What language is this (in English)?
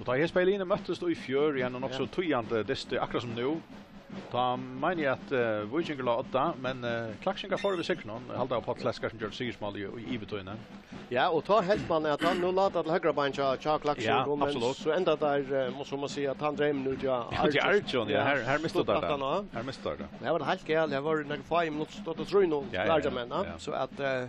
Faroese